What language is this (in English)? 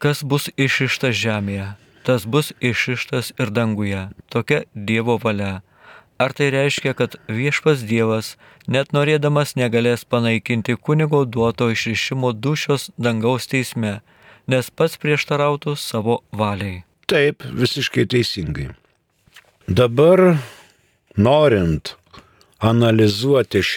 Lithuanian